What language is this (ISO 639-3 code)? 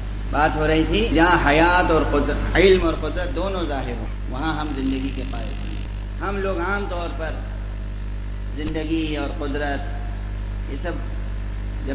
urd